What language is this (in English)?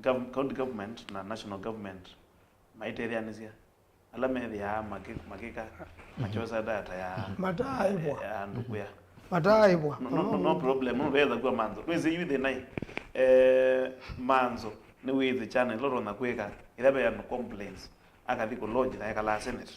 Kamba